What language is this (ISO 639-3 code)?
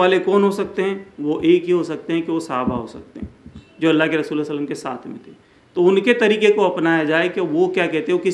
urd